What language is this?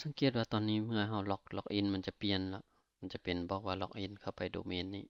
Lao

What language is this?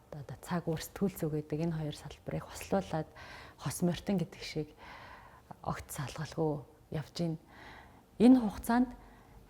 Mongolian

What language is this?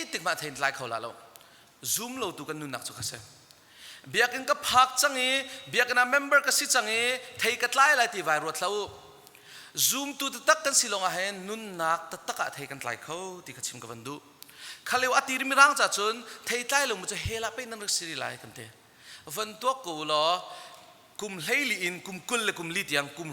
Hakha Chin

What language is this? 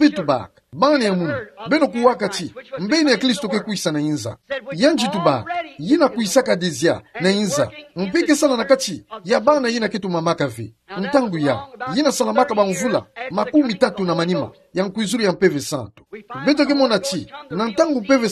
Kituba (Democratic Republic of Congo)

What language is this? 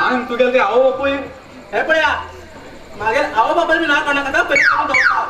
Konkani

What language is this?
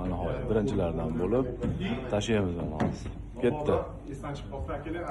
Uzbek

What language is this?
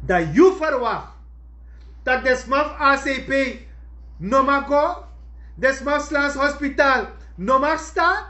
Sranan Tongo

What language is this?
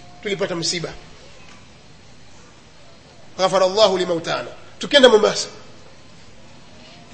Swahili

